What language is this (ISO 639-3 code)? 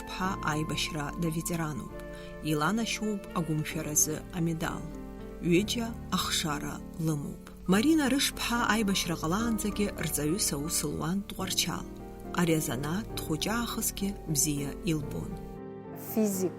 abk